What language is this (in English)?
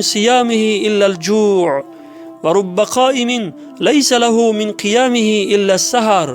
Tajik